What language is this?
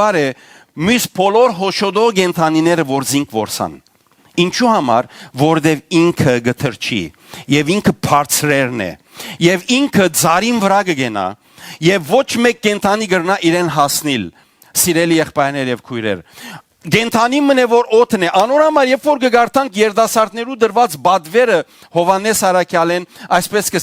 Western Armenian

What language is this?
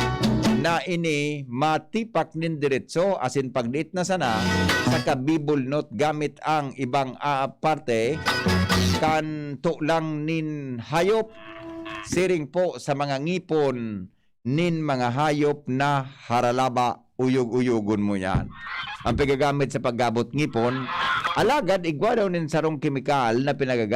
Bikol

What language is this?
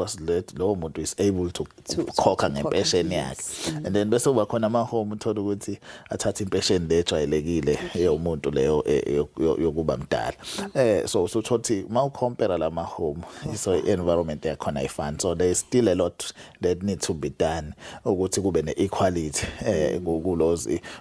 Zulu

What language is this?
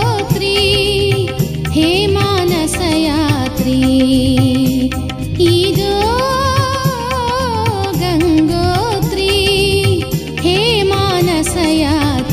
Kannada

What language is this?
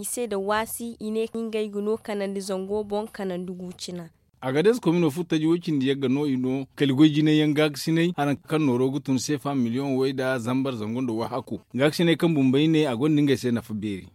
Zarma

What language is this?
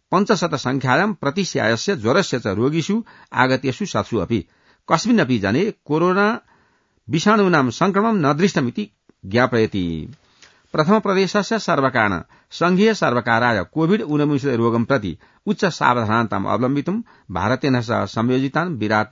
Sanskrit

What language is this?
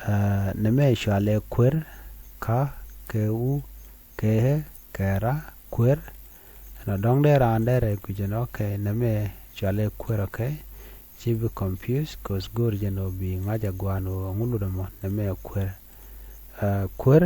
Nuer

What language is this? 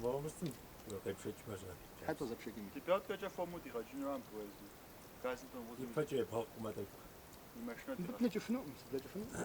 Kabardian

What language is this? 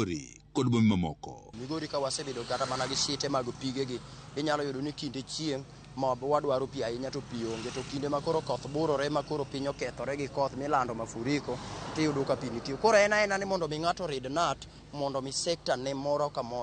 Luo (Kenya and Tanzania)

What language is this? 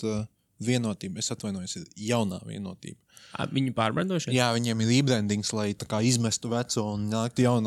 Latvian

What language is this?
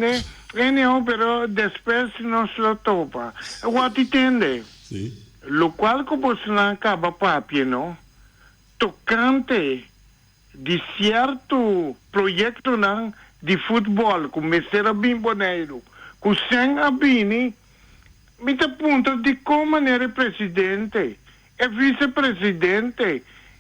Papiamento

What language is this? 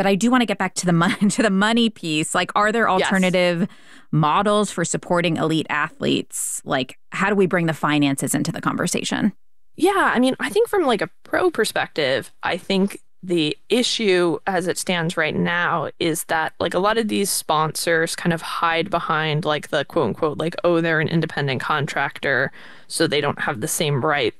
English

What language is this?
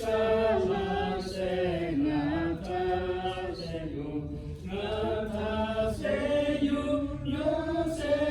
Lahu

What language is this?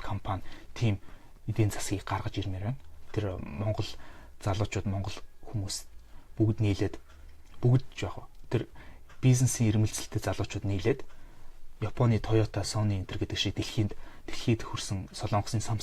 Mongolian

